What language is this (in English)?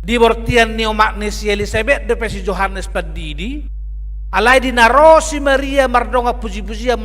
Batak Toba